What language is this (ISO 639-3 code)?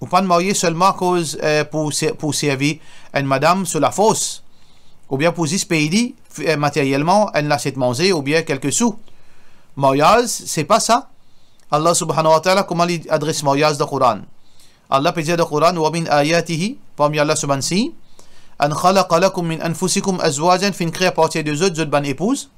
mfe